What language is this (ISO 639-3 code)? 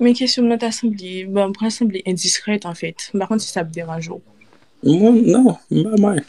hat